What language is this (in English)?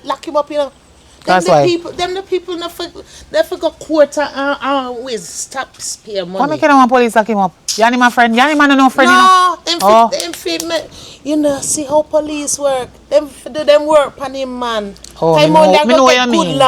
Jamaican Creole English